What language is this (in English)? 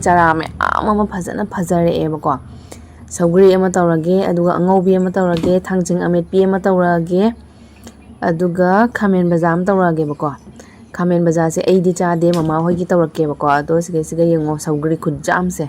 Manipuri